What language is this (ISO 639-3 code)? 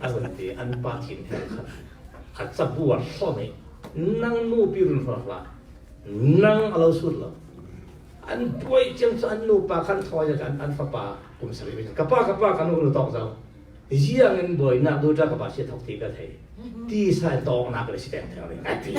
cfm